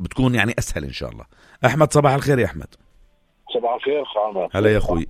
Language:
North Levantine Arabic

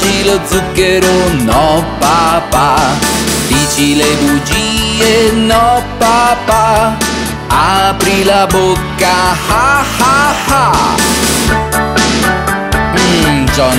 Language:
Italian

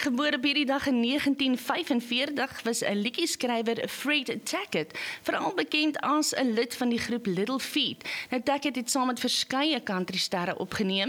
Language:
Afrikaans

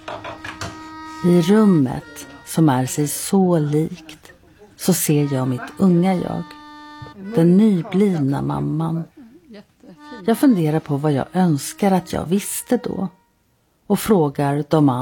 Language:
Swedish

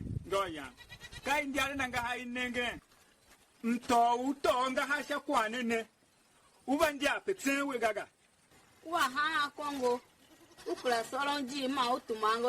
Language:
Tiv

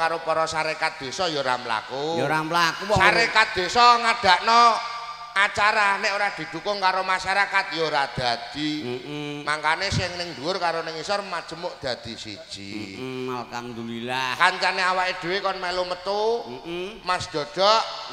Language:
Javanese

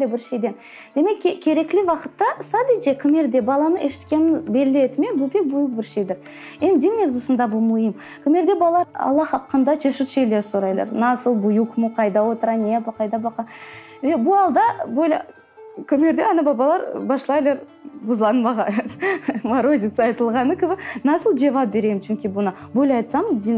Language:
Crimean Tatar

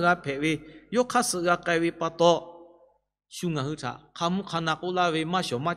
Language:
Lahu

